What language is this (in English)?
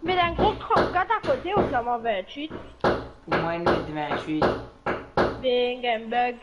Morisyen